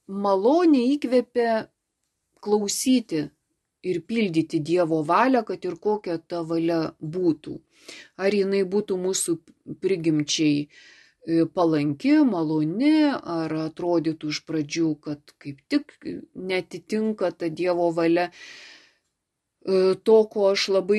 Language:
Lithuanian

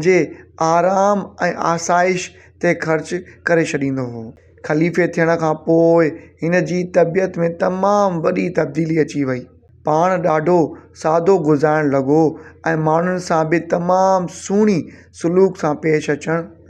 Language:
Sindhi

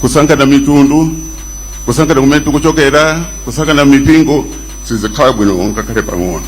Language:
Nyanja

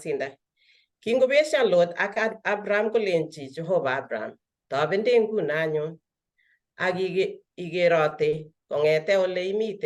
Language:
Kalenjin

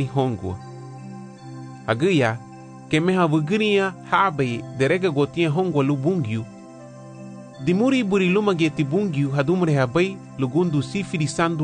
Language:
Garifuna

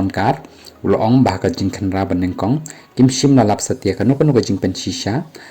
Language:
Khasi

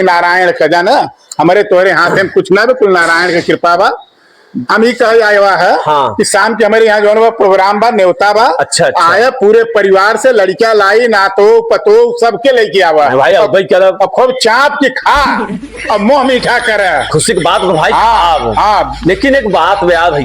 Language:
Awadhi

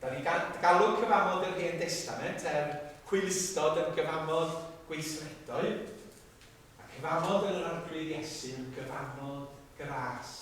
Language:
Welsh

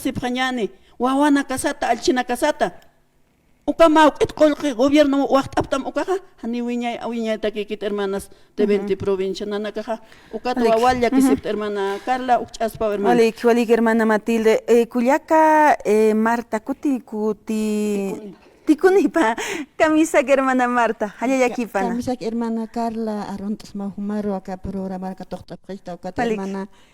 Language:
Aymara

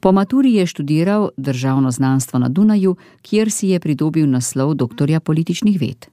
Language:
Slovenian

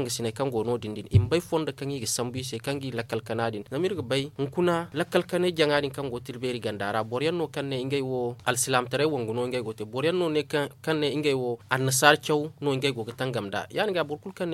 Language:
Zarma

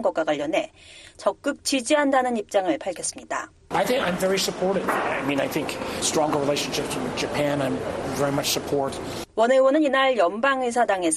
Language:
Korean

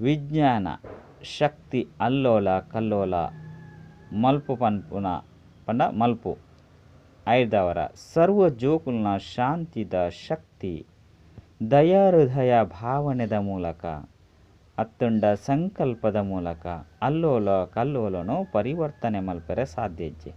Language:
Tulu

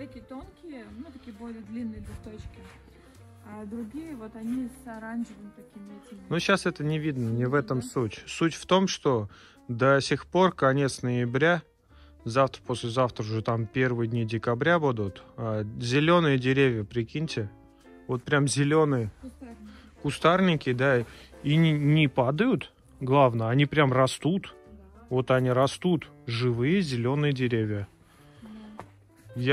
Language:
Russian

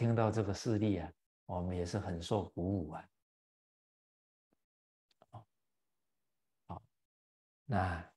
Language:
Chinese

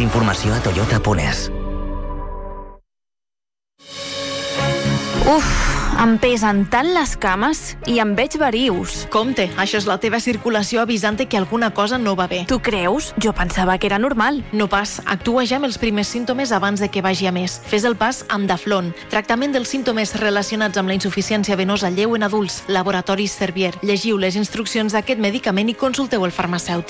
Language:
Catalan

